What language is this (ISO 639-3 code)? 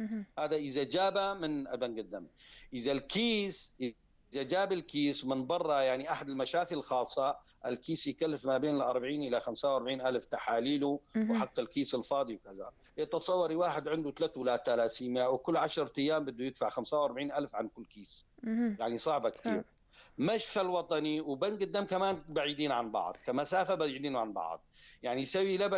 apc